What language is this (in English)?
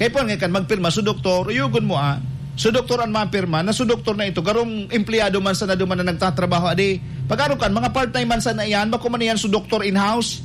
Bikol